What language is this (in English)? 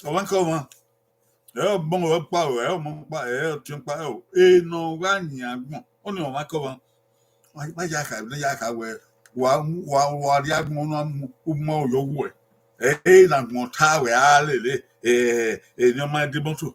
Bini